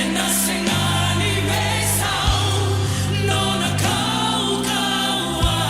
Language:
Fijian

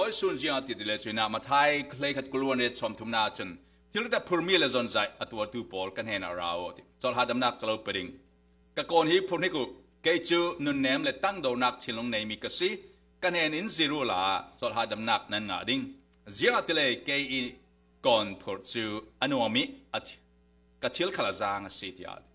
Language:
Falam Chin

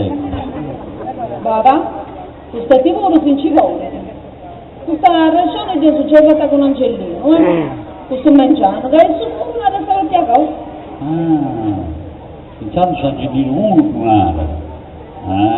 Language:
Sardinian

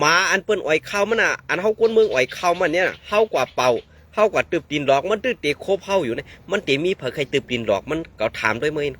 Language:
Shan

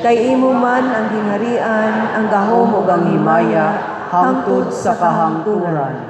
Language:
Cebuano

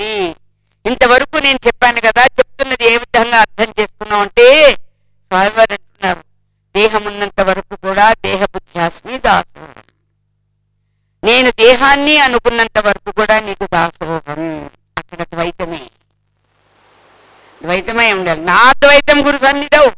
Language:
Telugu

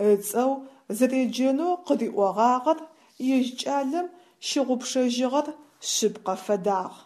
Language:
Adyghe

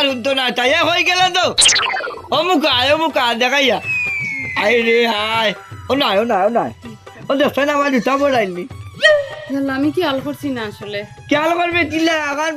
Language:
Sylheti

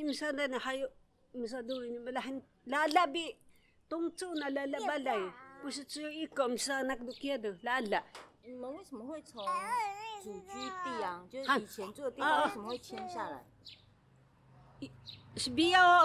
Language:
Taroko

